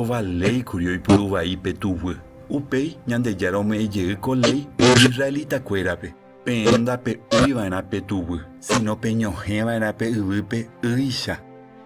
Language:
Guarani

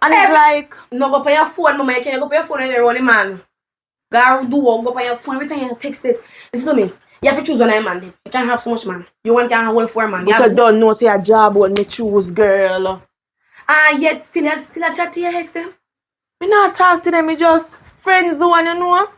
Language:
Jamaican Creole English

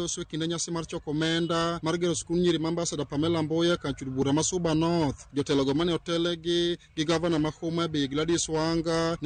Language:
Luo (Kenya and Tanzania)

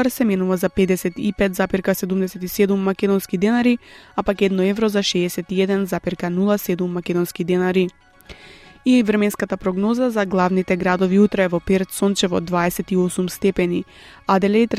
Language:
Macedonian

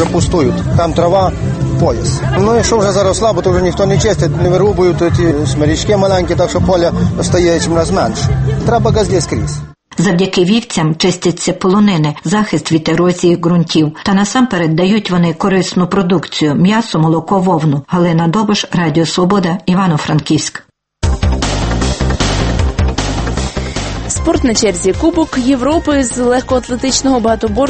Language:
Ukrainian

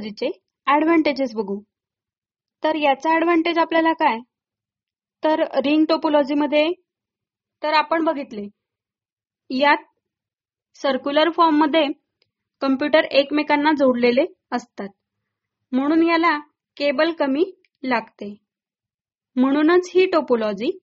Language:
Marathi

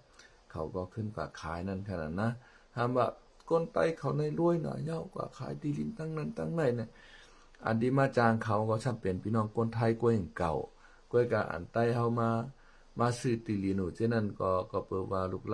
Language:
Shan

